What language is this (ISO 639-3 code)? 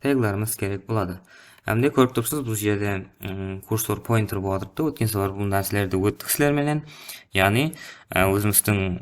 kaa